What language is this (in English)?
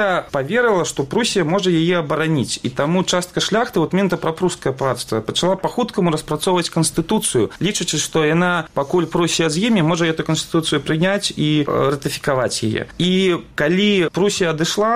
Belarusian